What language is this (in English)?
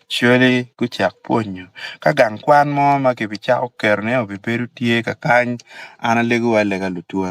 Acoli